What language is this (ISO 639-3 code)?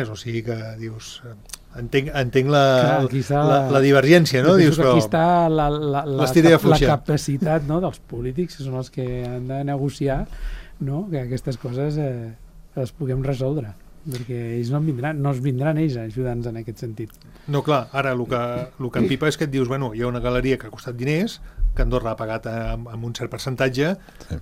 cat